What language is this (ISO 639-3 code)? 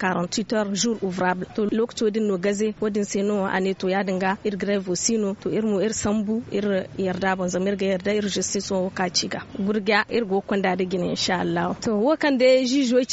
dje